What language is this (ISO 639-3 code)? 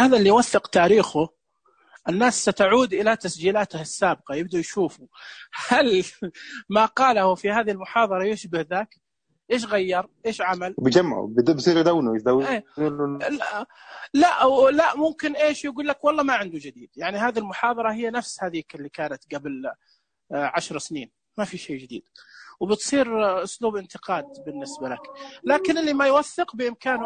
ars